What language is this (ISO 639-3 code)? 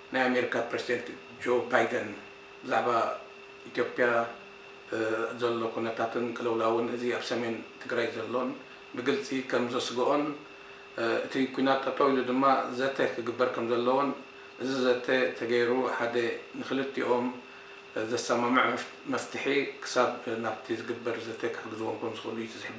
tir